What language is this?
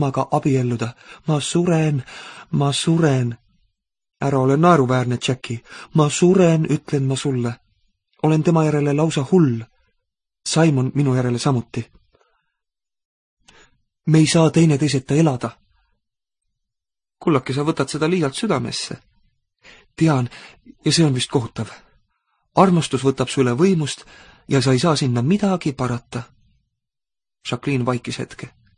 Estonian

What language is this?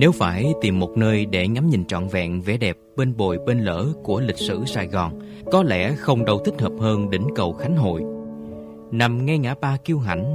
Vietnamese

